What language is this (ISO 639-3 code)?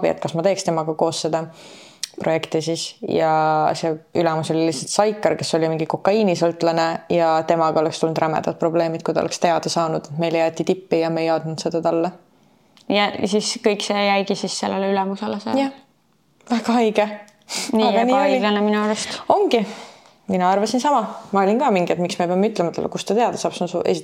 est